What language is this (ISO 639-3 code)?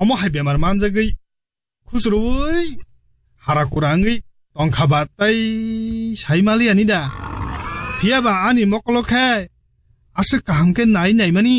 trp